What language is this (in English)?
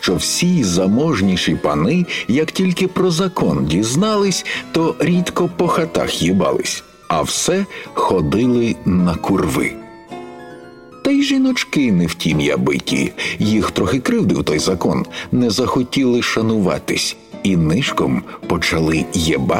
Ukrainian